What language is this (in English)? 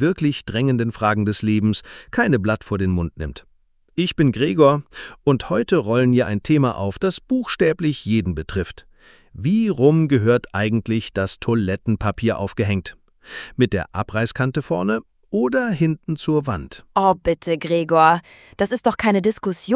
German